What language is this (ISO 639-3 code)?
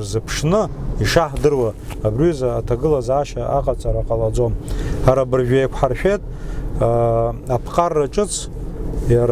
abk